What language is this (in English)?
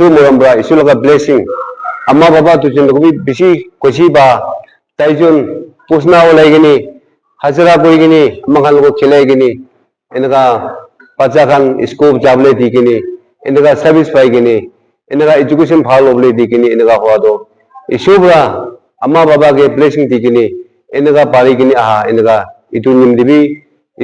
Naga Pidgin